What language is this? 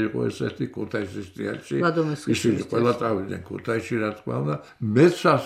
Georgian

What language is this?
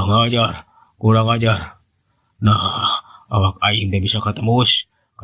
Sundanese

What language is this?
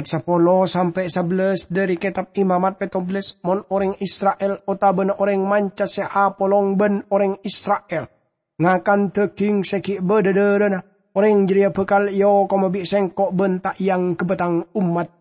Madurese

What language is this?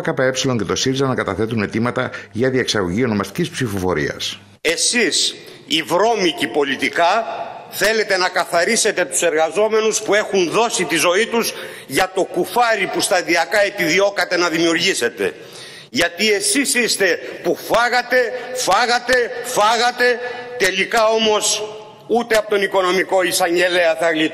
Greek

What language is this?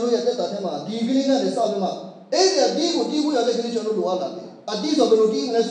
Burmese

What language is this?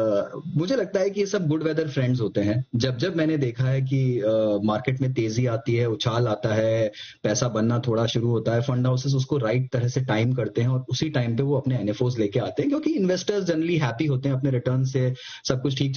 Hindi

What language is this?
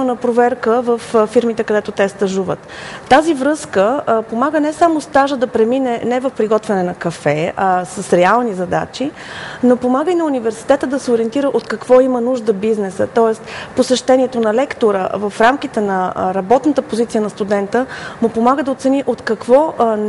Bulgarian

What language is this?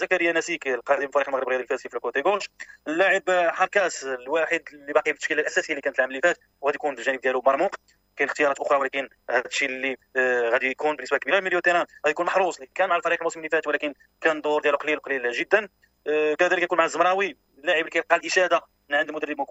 Moroccan Arabic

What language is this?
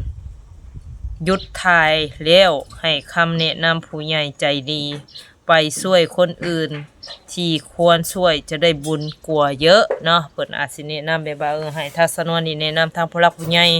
Northeastern Thai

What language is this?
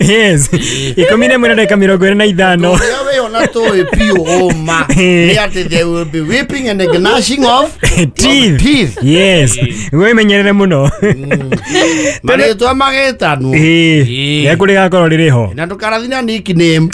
Kikuyu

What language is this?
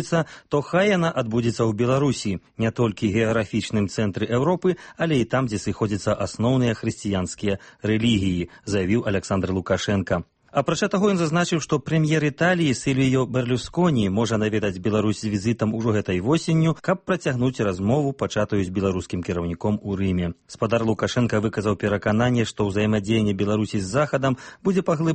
Belarusian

